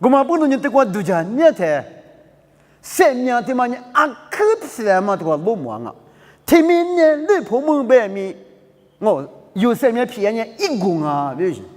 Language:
Lisu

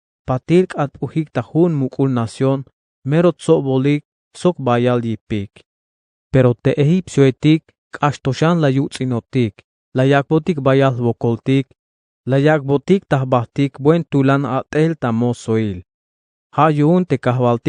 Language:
Tzeltal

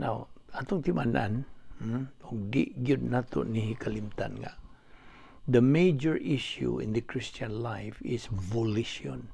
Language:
Cebuano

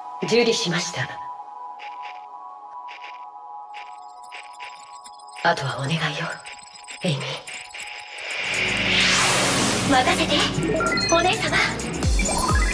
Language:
Japanese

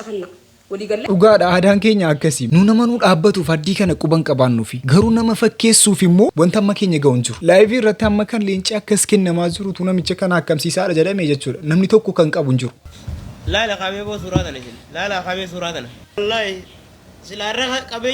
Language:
Oromo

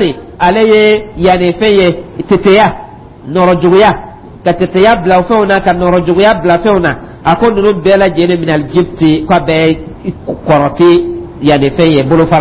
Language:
Dyula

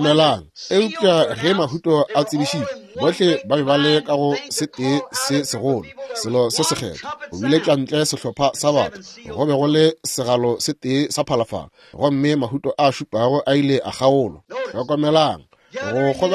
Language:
Northern Sotho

